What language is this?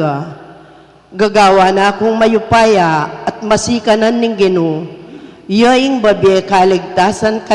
Pampanga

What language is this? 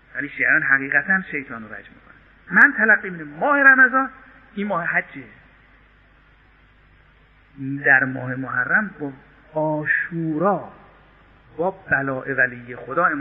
Persian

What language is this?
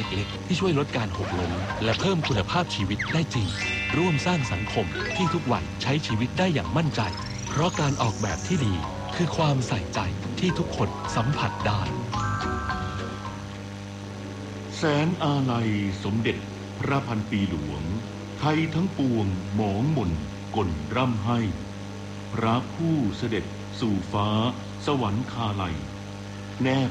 Thai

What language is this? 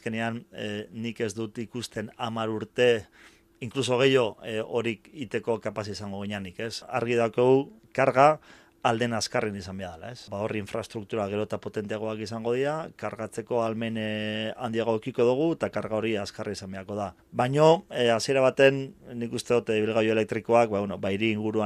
Basque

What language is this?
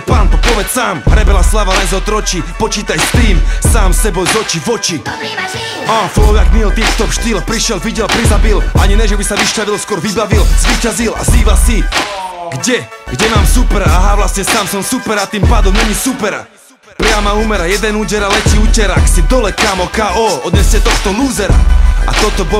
Slovak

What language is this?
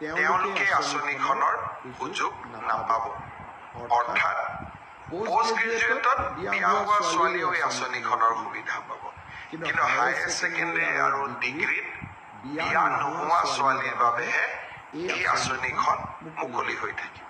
Assamese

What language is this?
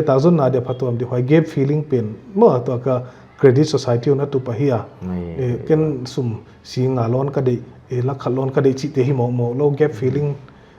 Paite Chin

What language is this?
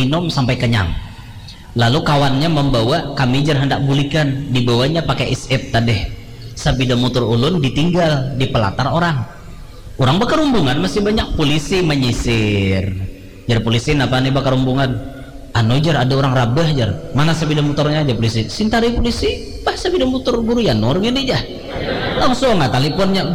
Banjar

